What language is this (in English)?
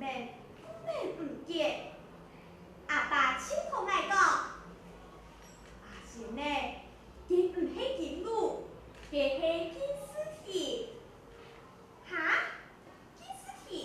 Hakka Chinese